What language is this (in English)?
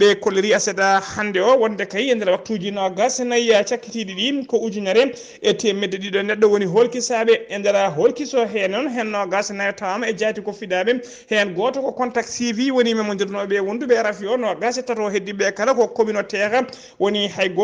Fula